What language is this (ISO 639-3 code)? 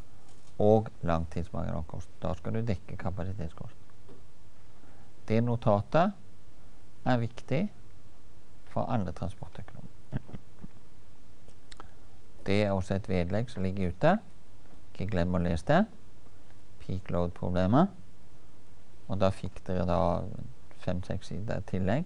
nor